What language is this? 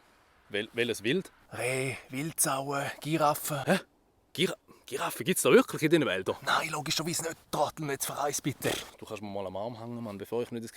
Swiss German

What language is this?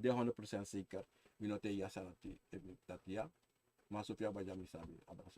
Sranan Tongo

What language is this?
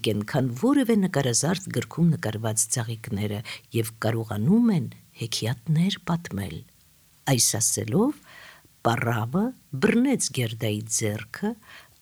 Armenian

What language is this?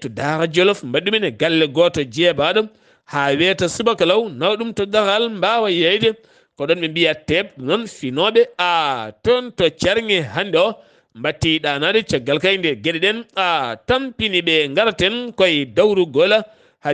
Fula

